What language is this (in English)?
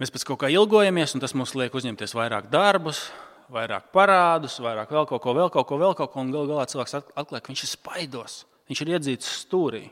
Latvian